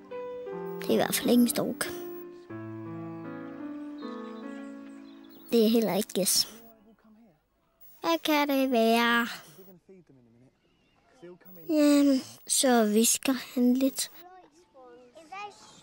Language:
Danish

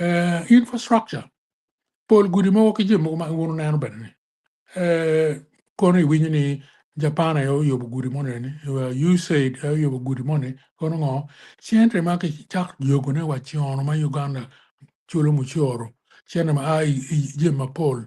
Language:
Acoli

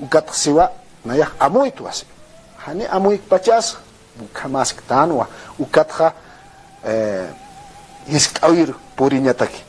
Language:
Aymara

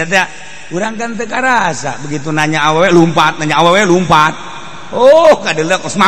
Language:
Sundanese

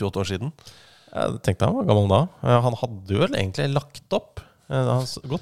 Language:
Norwegian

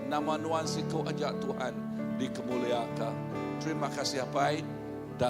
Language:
Iban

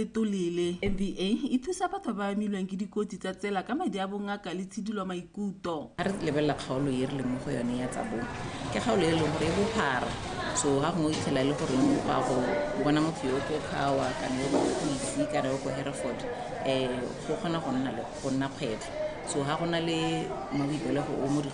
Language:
Tswana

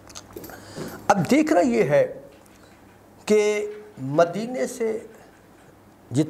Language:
Urdu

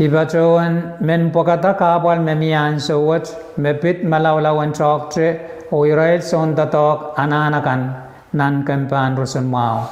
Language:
Pohnpeian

